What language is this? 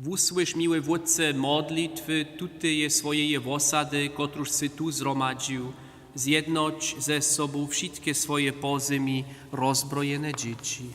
Upper Sorbian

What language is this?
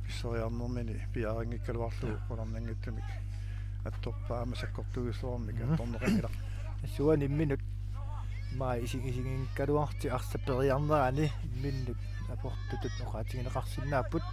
Kalaallisut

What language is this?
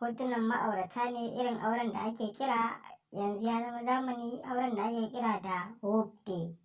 Hausa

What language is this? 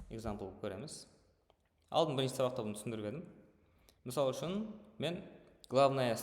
Kara-Kalpak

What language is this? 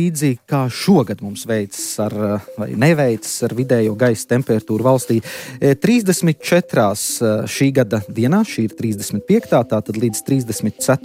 Latvian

